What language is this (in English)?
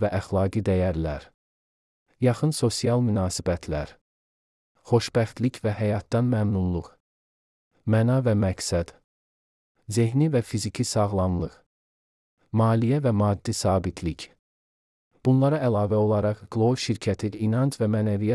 Azerbaijani